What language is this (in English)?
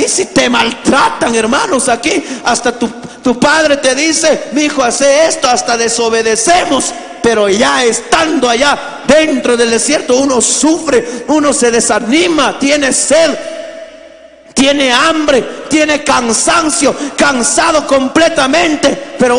Spanish